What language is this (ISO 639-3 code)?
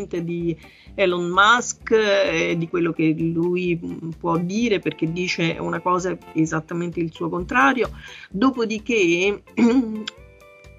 ita